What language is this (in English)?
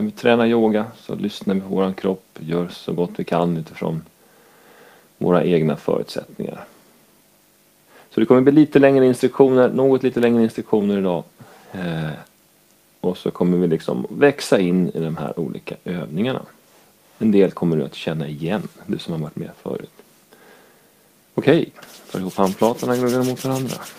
Swedish